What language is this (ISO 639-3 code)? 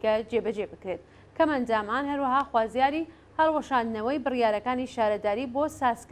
ckb